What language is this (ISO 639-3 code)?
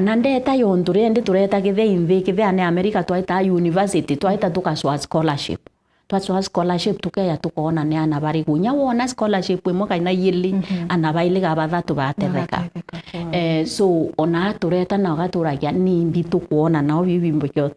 mer